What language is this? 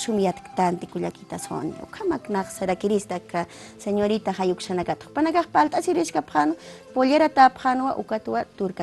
Aymara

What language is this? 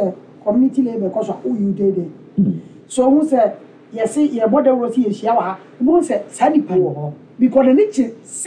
Akan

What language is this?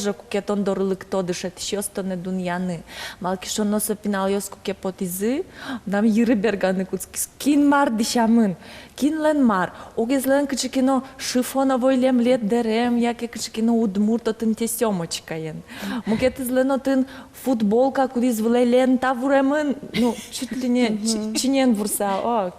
Udmurt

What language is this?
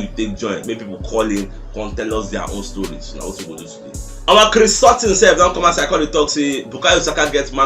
Nigerian Pidgin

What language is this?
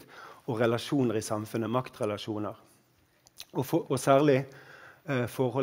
Norwegian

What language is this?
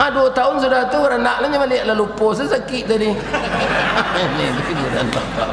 Minangkabau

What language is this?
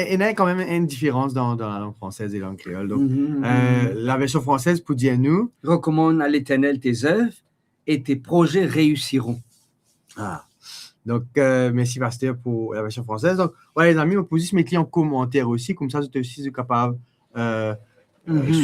Morisyen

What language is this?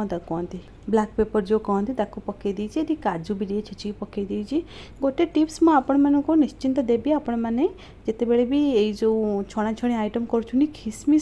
Odia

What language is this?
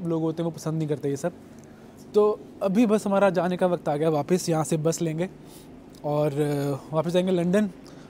Hindi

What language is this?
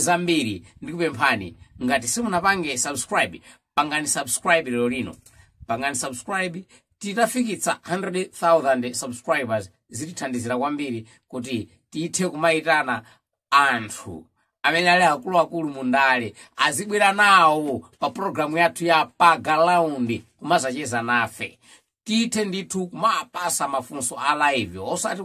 Nyanja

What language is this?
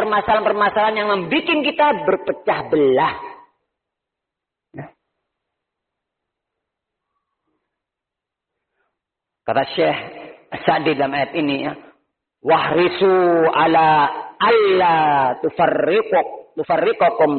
Indonesian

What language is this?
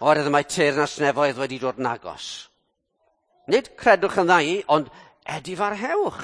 Welsh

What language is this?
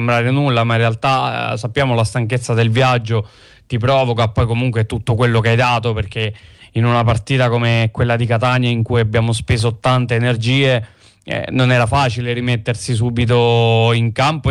Italian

